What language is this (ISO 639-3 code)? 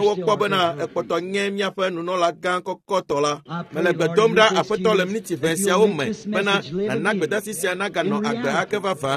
ewe